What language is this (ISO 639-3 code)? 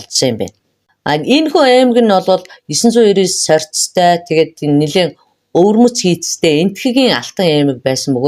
mon